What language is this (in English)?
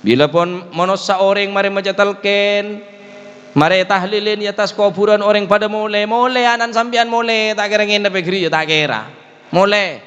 Madurese